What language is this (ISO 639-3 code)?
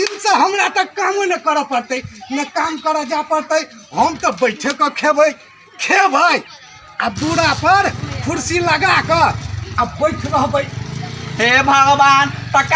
mai